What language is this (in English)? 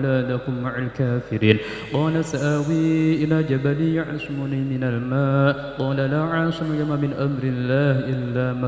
Arabic